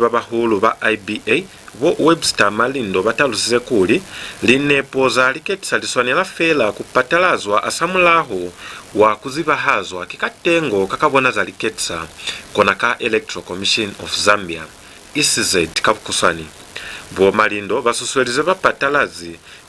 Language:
Lozi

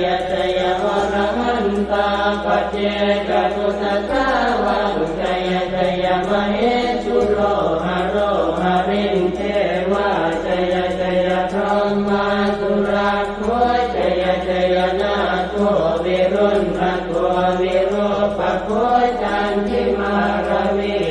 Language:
Pali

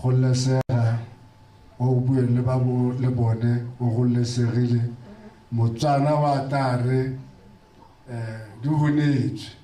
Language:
Tswana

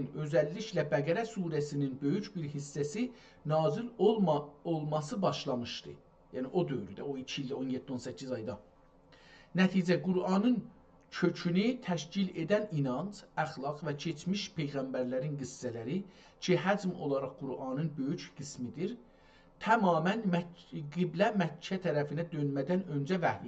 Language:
South Azerbaijani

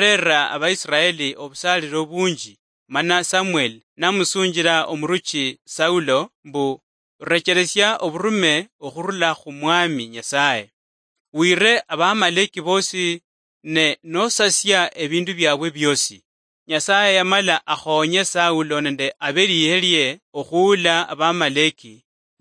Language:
Luyia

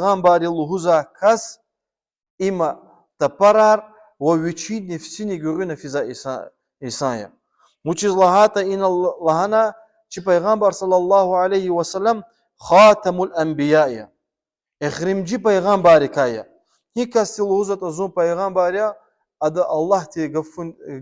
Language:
Lezghian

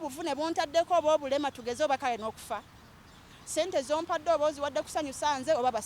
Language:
Ganda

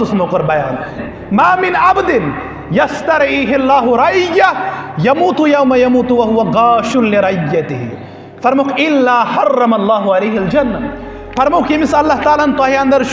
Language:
Kashmiri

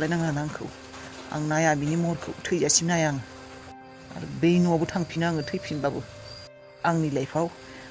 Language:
Bodo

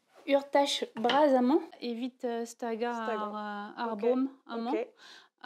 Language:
Breton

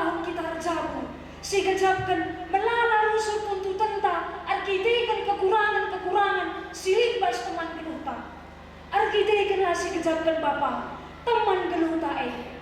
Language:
Batak Karo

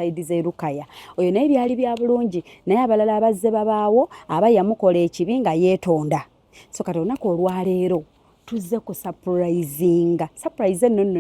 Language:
Ganda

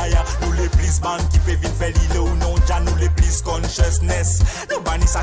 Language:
Morisyen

